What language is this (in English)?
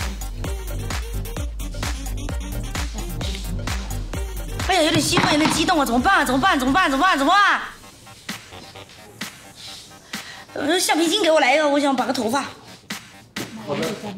Chinese